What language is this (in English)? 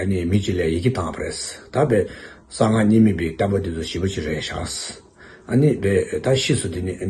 Tibetan